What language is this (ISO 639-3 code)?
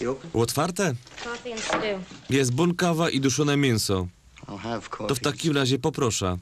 szl